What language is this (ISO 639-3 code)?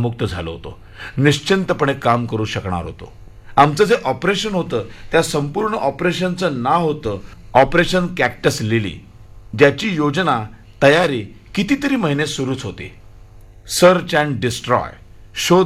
mar